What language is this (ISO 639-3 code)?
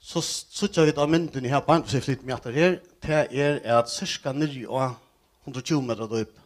fao